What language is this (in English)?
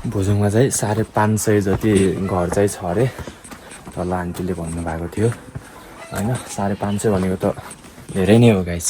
Nepali